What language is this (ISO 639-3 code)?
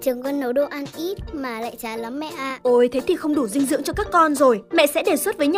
vie